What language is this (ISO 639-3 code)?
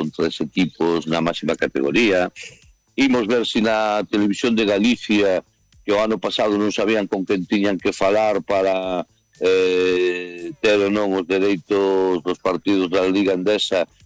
glg